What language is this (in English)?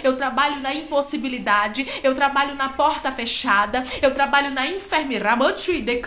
Portuguese